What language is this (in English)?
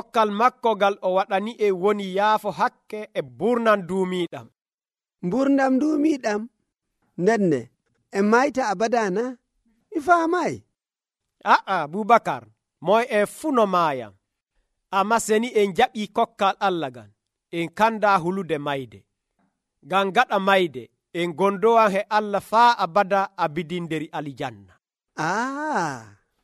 Nigerian Fulfulde